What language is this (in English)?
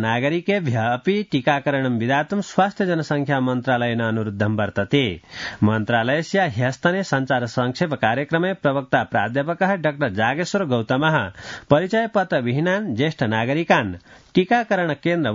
Sanskrit